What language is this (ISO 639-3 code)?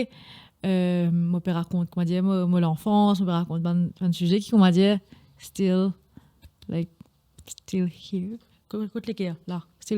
mfe